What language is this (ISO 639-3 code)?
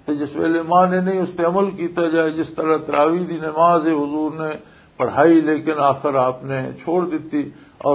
lah